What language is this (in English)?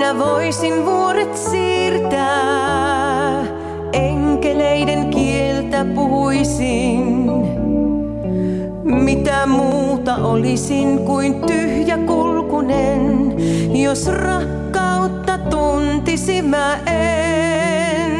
Finnish